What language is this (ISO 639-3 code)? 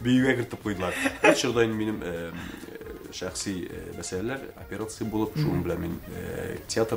tat